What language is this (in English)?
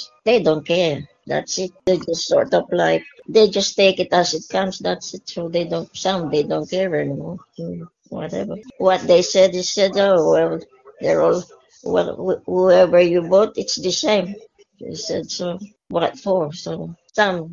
Filipino